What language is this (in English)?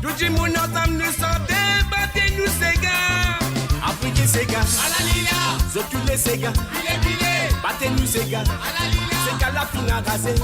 Morisyen